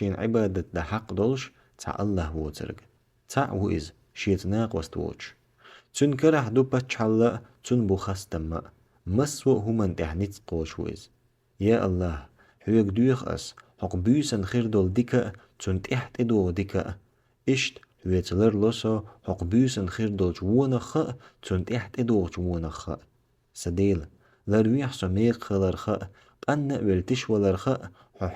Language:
Chechen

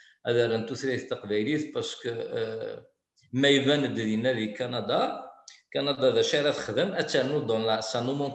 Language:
Kabyle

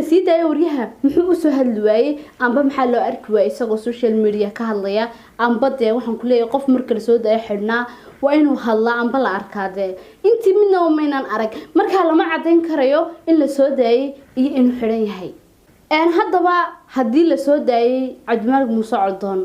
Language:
Somali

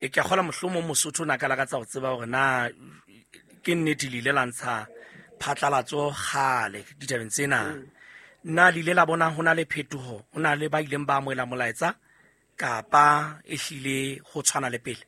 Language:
Southern Sotho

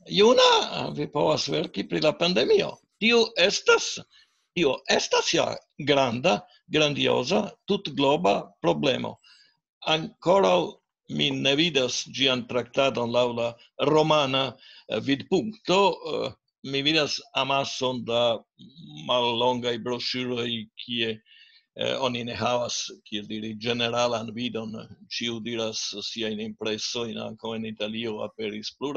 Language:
Esperanto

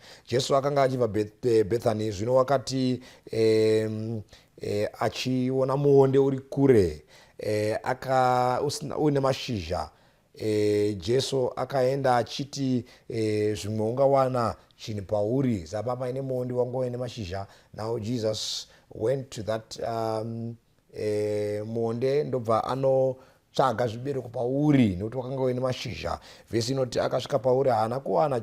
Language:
Shona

